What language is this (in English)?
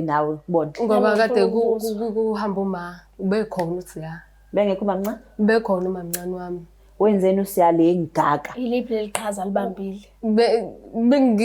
Zulu